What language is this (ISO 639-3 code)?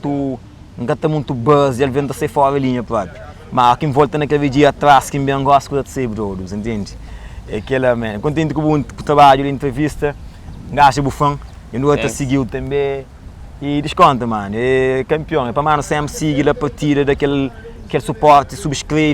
kea